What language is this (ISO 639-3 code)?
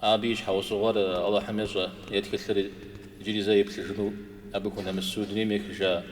kbd